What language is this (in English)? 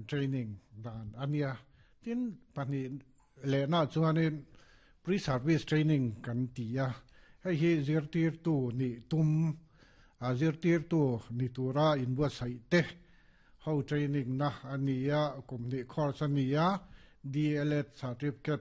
Mizo